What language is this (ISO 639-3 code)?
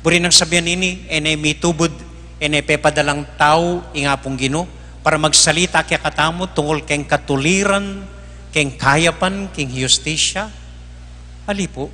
pam